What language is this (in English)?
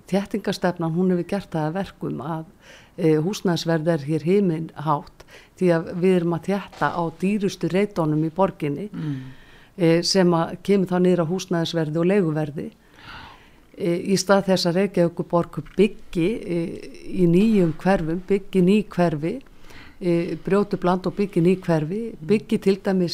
Icelandic